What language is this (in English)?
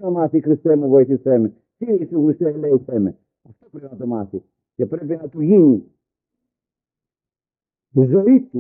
Greek